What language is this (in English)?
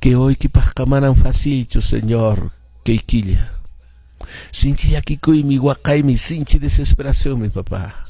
Quechua